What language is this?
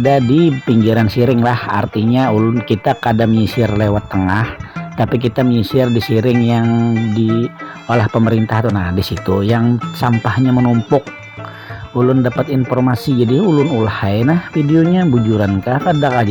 Banjar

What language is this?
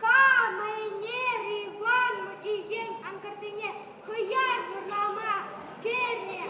Chuvash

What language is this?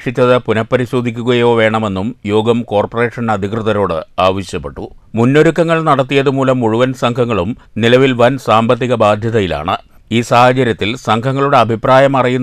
Malayalam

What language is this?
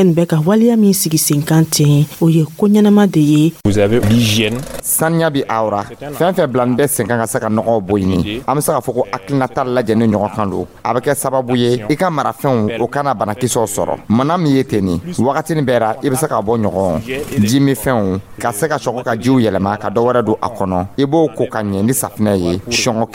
Dyula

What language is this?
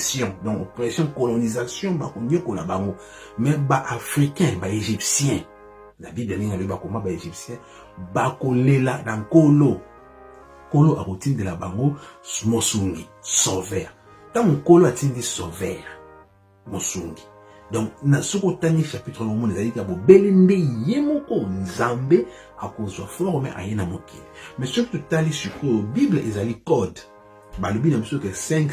Lingala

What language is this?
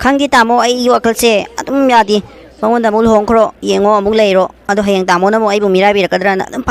Manipuri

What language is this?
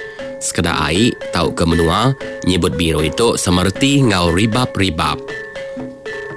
Iban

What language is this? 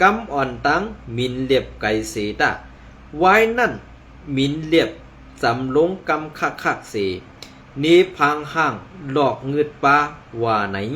Shan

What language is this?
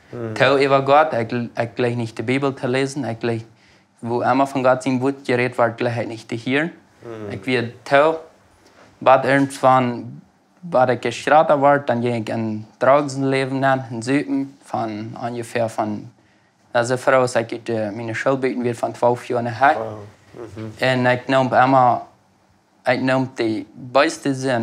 Plautdietsch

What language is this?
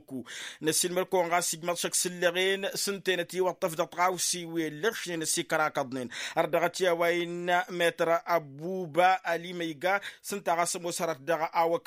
Tamasheq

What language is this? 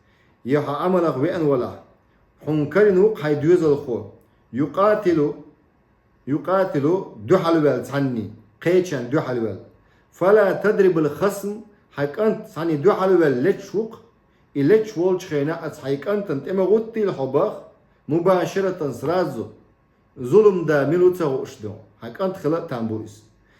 Chechen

